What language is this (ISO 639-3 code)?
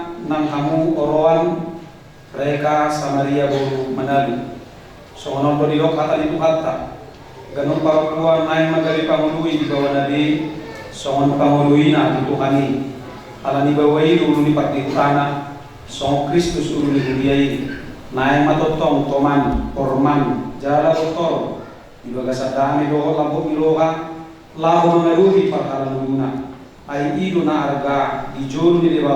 bbc